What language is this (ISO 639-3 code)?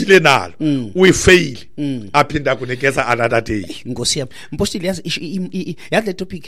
xho